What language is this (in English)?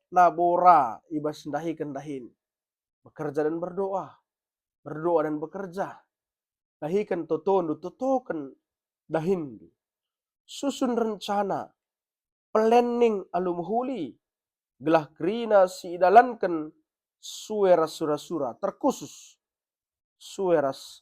Batak Karo